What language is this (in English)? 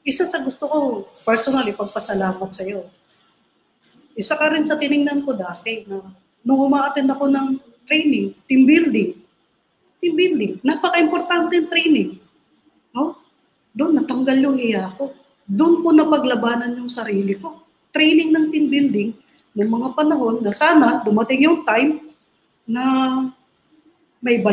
Filipino